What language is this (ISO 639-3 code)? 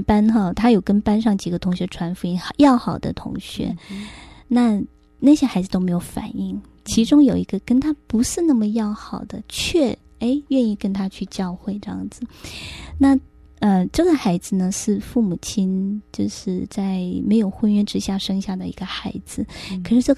zho